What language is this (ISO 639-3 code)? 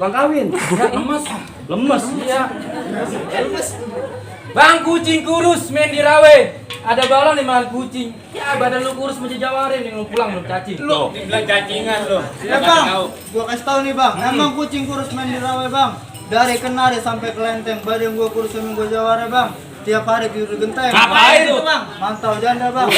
bew